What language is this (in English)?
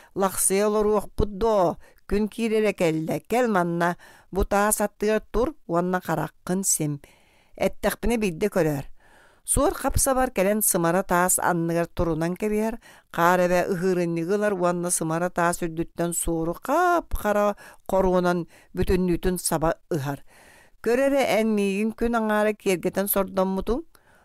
Yakut